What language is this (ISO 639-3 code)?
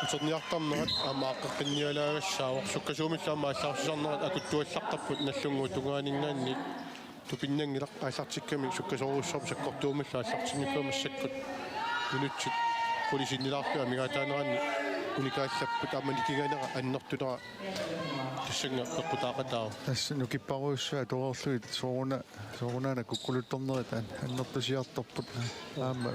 kal